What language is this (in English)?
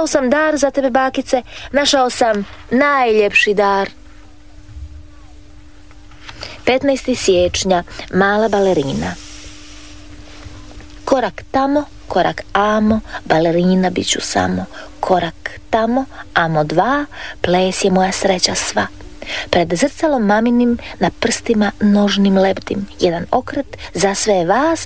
Croatian